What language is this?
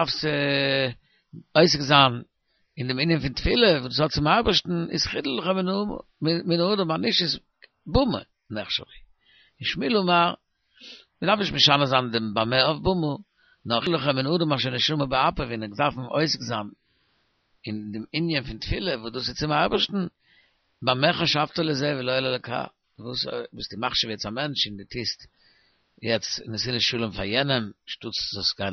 Yiddish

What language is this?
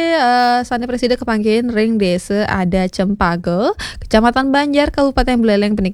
Balinese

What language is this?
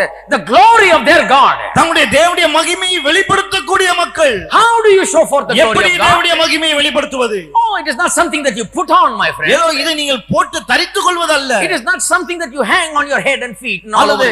Tamil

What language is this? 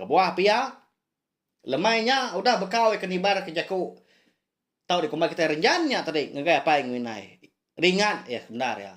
Iban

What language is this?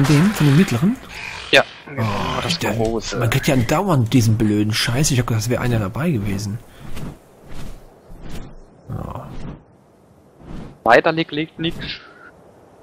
German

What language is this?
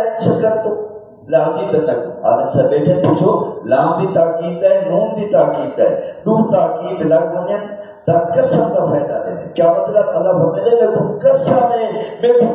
Saraiki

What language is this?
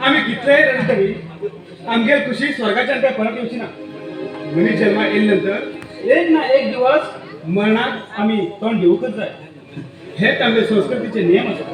Konkani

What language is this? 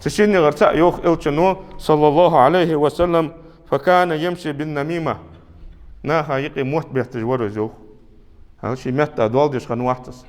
Ingush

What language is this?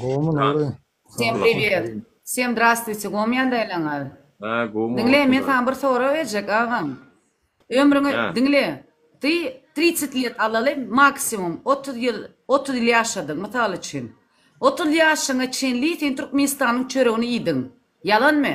Turkmen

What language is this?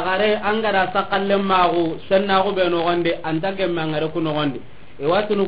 Soninke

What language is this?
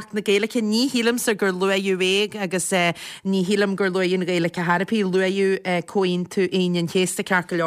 Irish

